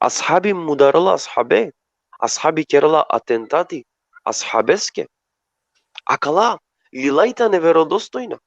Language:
Balkan Romani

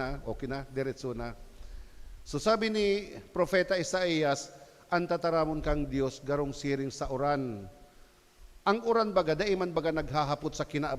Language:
Bikol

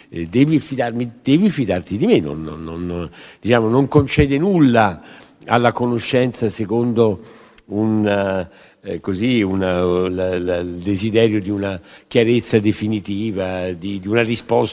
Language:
Italian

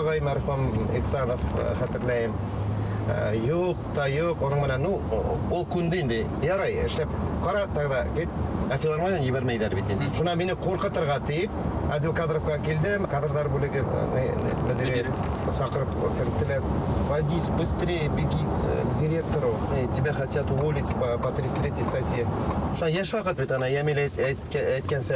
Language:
Bashkir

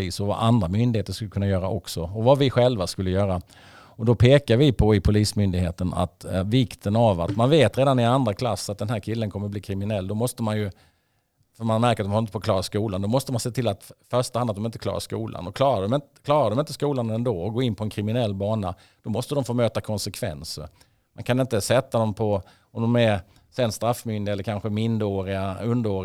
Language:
Swedish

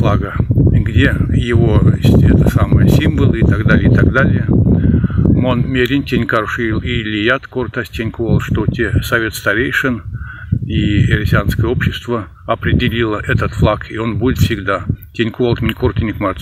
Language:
Erzya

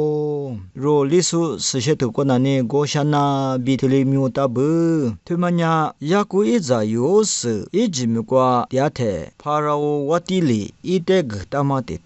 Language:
Lisu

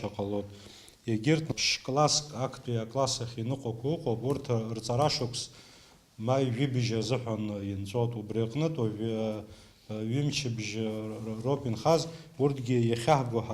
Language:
Abkhazian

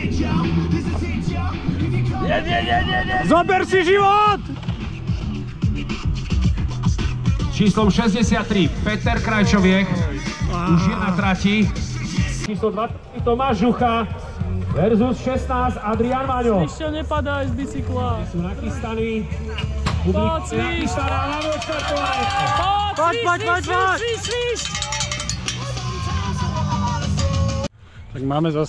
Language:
Slovak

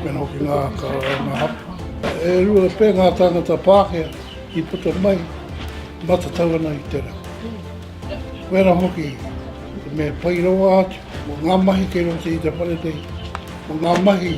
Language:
Māori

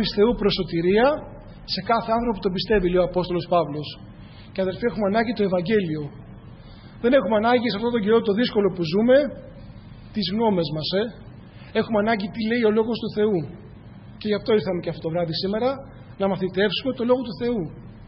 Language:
Greek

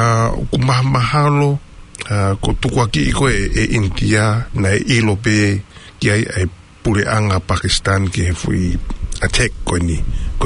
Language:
Tongan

